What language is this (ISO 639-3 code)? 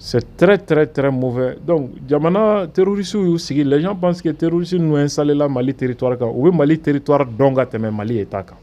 bam